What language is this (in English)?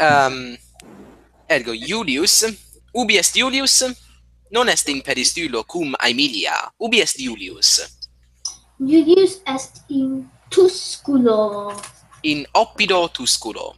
Latin